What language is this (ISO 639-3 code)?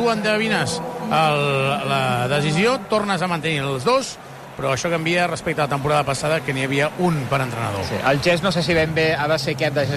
cat